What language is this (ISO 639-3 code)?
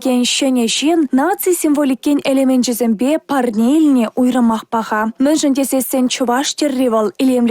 chv